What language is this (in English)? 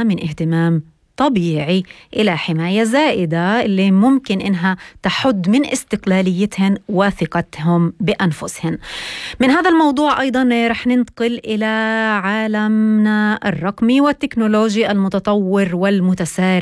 North Levantine Arabic